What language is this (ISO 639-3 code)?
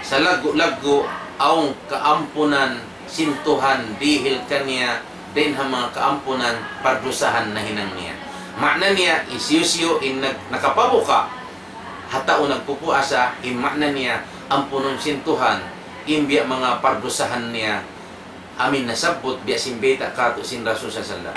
tsg